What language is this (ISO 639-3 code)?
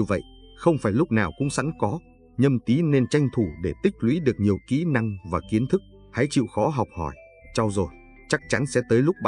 vie